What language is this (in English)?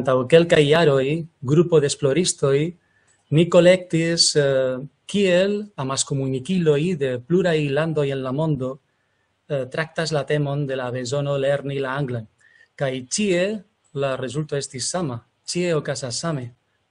Esperanto